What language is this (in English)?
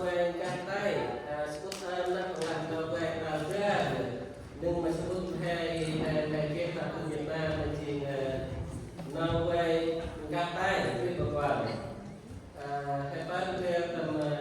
Central Mnong